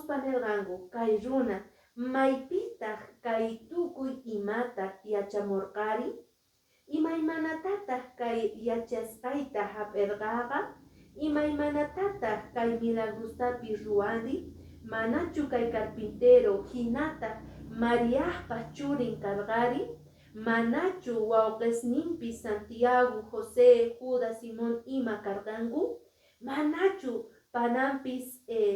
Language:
Quechua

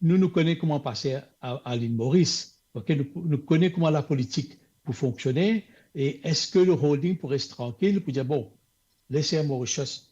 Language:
Morisyen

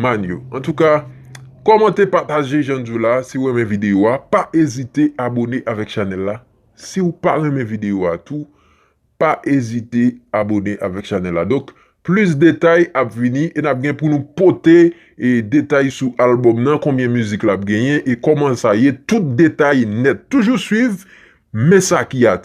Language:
Haitian Creole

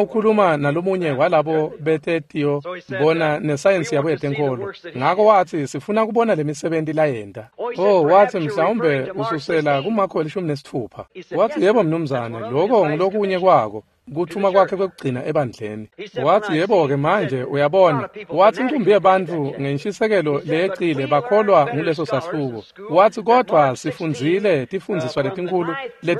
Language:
Swati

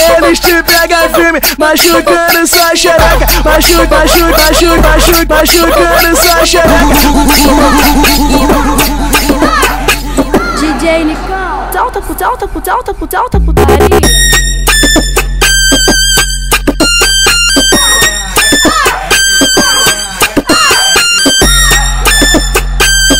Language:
Portuguese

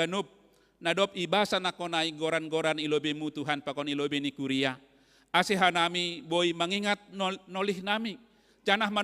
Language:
Batak Simalungun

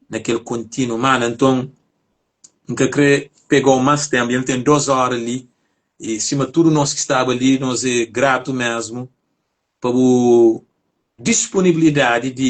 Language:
Kabuverdianu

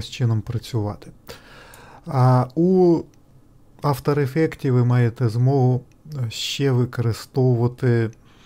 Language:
Ukrainian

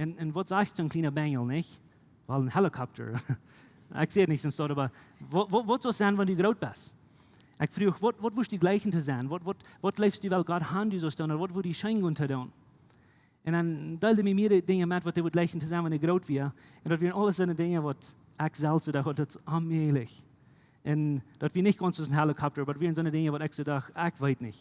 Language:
Plautdietsch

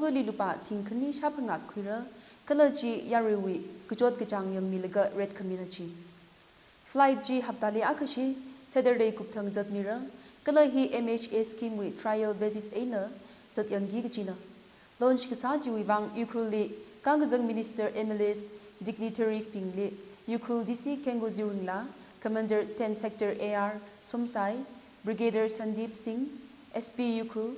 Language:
Tangkhul Naga (India)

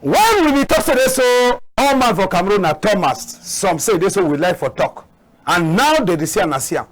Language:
Cameroon Pidgin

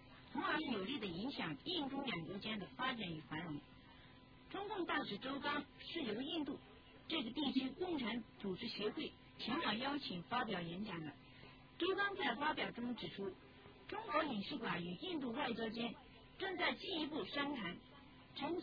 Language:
Chinese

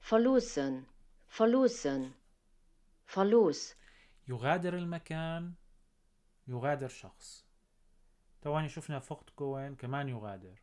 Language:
North Levantine Arabic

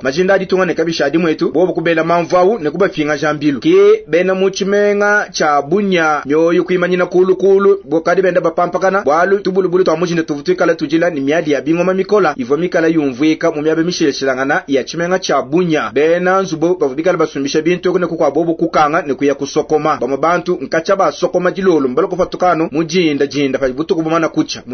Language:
Luba-Lulua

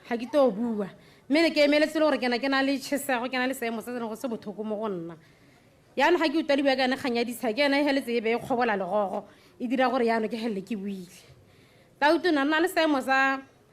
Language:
Tswana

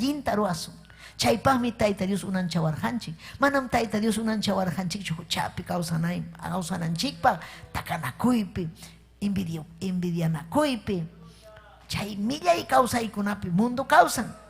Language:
Ayacucho Quechua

